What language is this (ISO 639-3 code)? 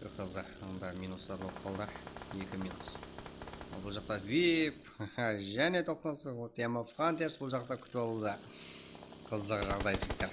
kaa